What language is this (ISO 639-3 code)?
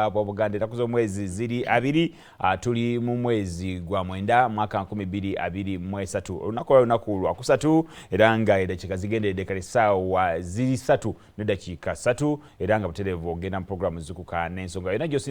lug